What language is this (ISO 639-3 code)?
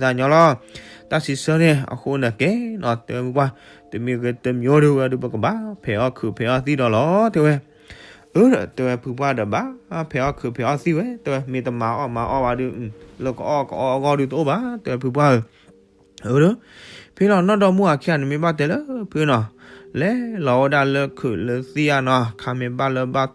ksw